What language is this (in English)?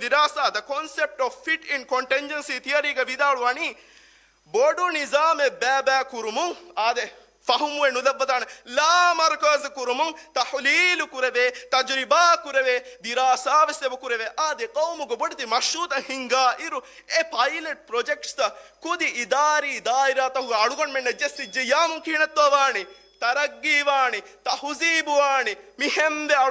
Divehi